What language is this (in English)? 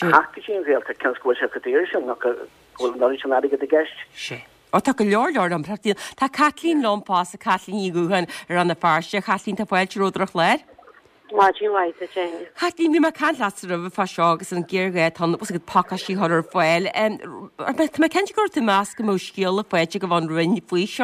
Irish